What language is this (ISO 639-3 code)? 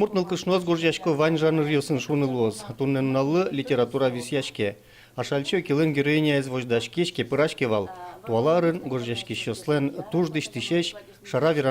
udm